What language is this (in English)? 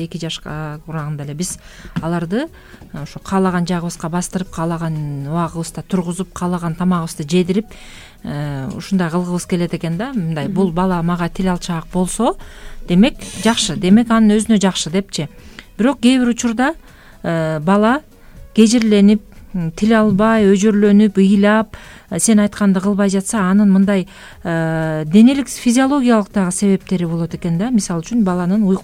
Kyrgyz